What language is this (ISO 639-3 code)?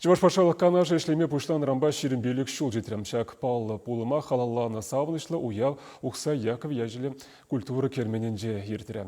chv